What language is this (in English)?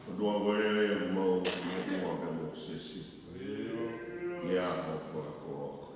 Tongan